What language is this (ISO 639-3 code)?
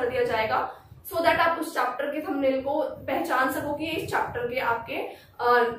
hin